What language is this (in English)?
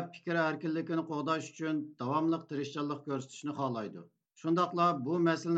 Uyghur